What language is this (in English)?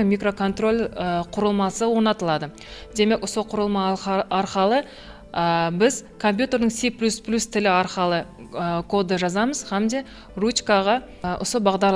Kara-Kalpak